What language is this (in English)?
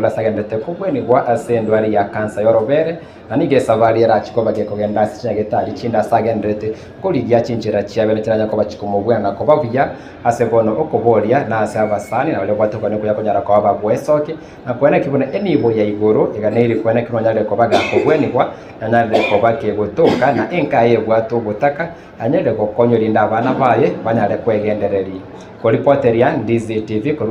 Gusii